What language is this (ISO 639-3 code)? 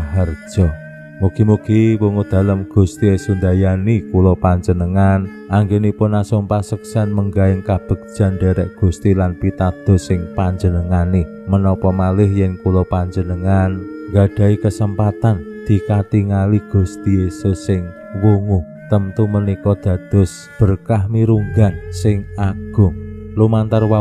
jav